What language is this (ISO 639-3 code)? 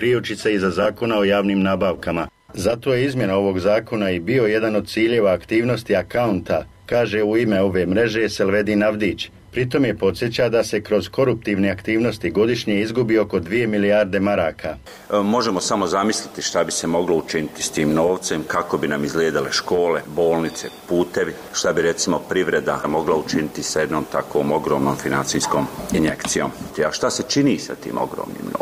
bos